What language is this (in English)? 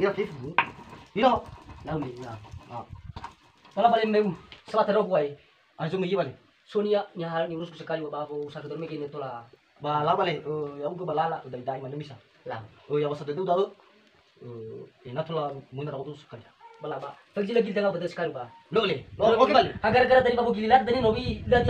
Nias